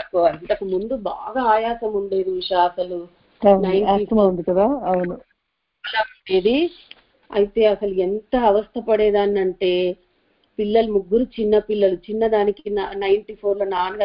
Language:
Telugu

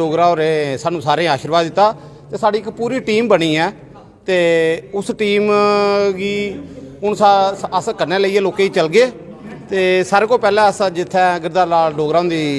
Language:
Dogri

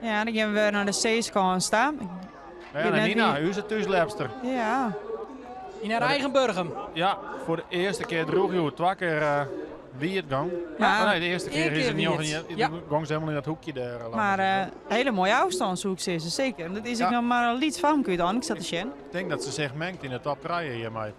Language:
Western Frisian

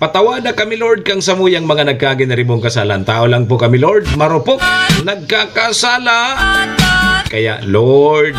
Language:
Bikol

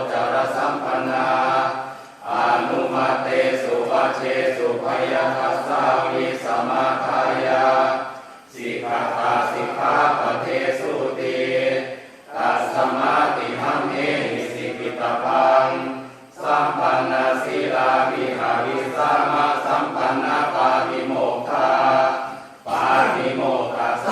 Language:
Pali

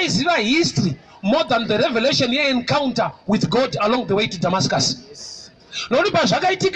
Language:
Shona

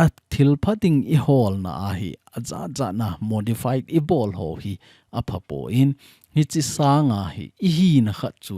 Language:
Thado Chin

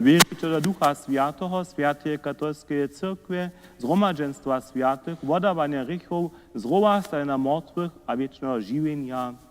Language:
Upper Sorbian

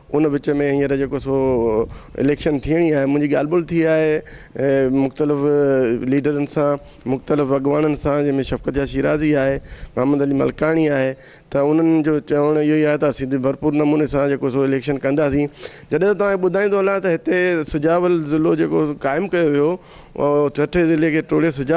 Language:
Sindhi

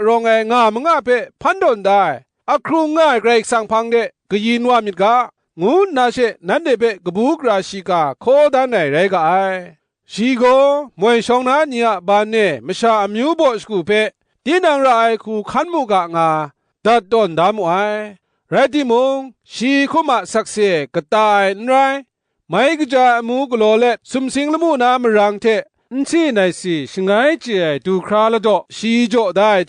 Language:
Kachin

